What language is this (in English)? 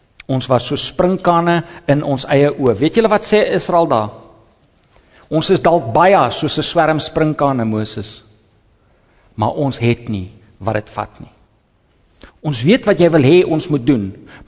Afrikaans